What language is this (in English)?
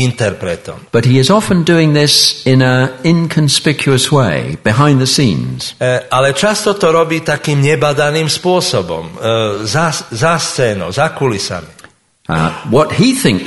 Slovak